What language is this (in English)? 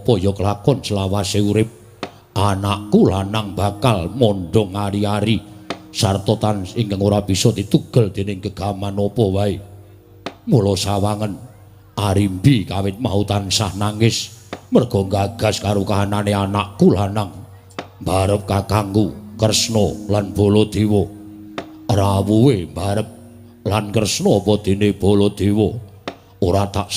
Javanese